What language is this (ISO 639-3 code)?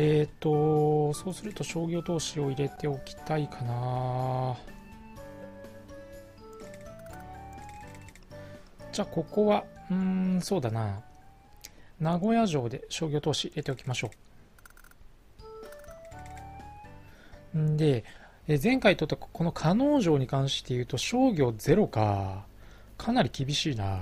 jpn